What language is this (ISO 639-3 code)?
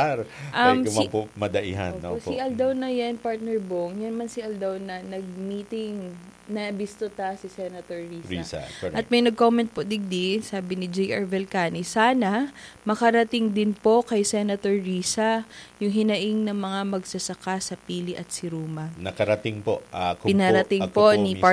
bik